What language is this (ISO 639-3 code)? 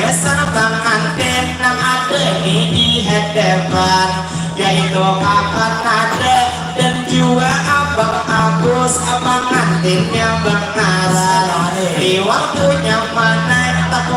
bjn